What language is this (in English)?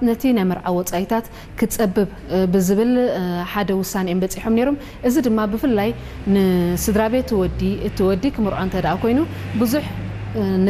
Tigrinya